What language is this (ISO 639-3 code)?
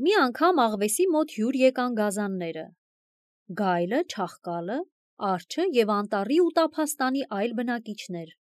hye